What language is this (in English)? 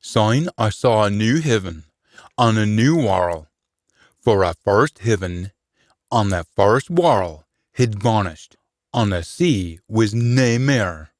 Scots